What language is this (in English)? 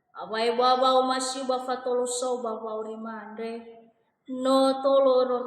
Nias